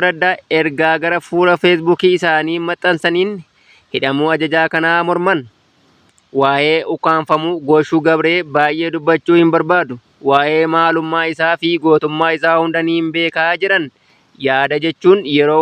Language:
Oromo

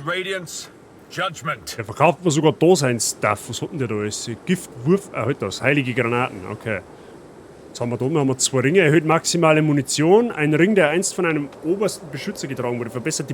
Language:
Bavarian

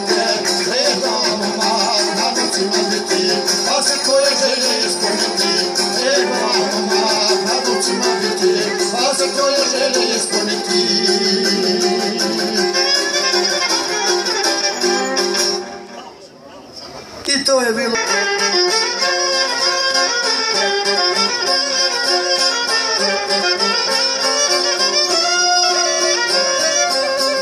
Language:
Croatian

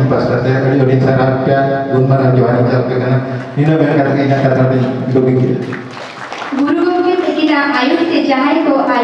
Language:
Santali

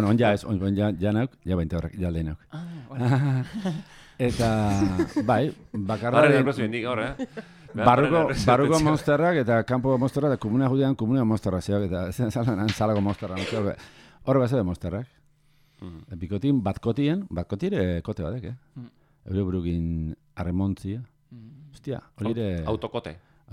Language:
Basque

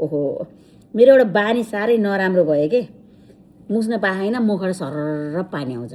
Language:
Nepali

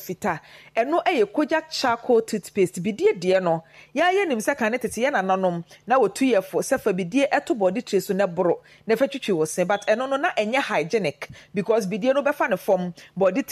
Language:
Akan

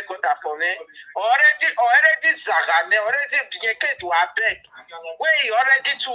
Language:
Nigerian Pidgin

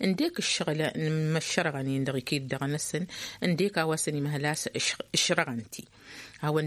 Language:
Tamasheq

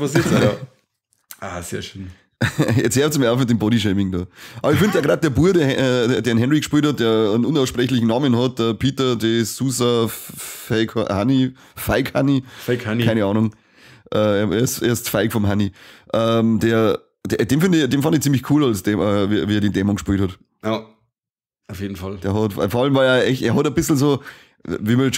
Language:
Bavarian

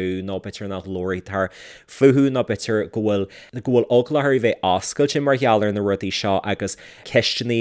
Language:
Irish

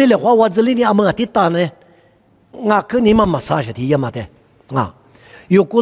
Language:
Lisu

